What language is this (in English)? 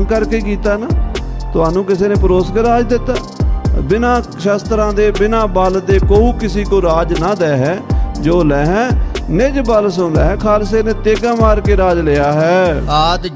Punjabi